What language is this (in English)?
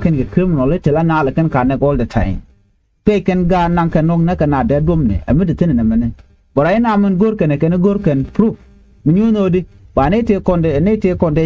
Nuer